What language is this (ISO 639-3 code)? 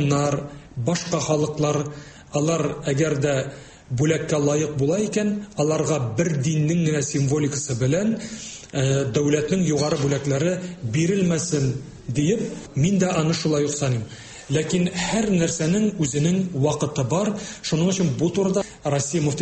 tat